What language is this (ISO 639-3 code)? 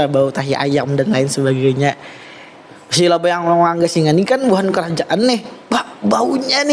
bjn